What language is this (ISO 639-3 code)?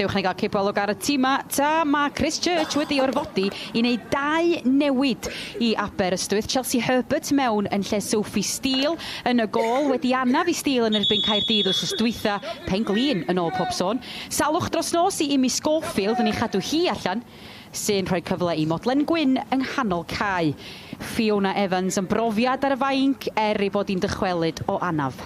cym